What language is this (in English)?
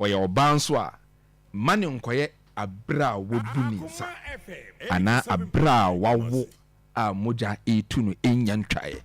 Akan